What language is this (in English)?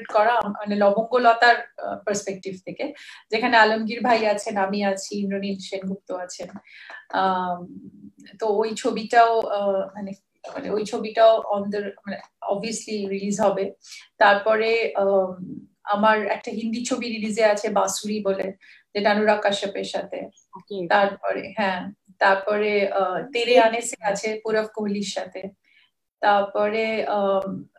Bangla